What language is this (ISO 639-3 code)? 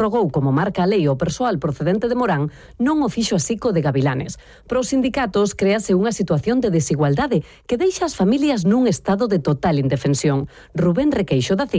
glg